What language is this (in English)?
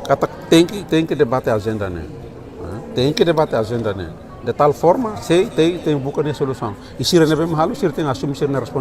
Tetum